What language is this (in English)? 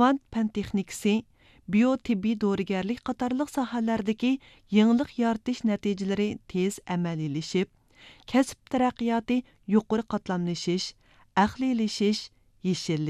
Uyghur